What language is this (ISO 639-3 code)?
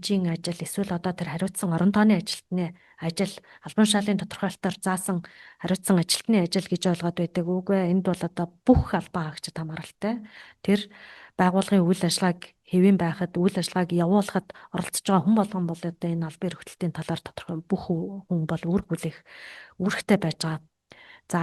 mon